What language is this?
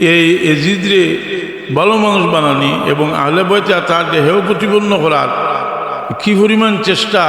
Sylheti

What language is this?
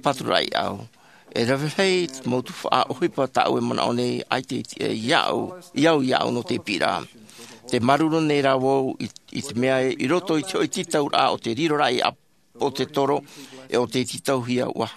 Tahitian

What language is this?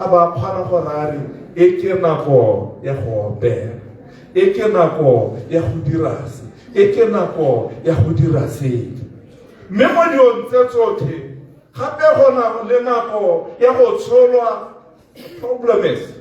Tswana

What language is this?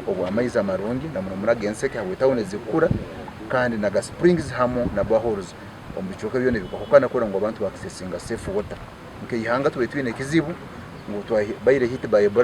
Nyankole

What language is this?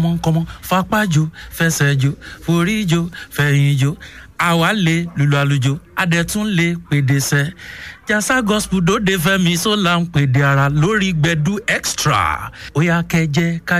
Yoruba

